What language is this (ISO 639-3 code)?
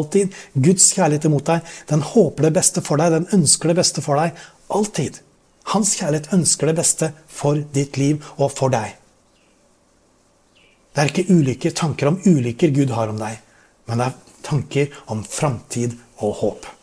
nor